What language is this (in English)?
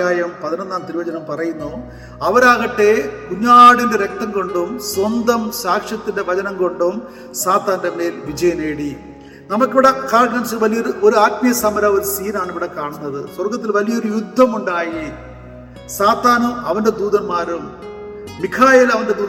Malayalam